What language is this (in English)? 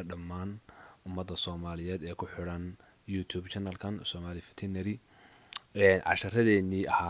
Somali